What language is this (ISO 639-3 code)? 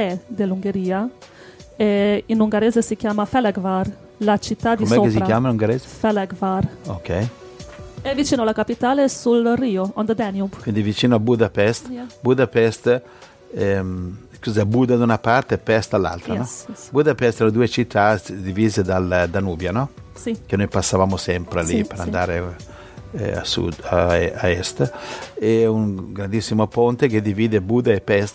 ita